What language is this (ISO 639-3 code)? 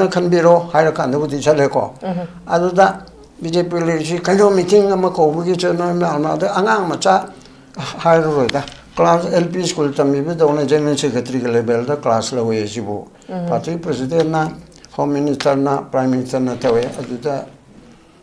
mni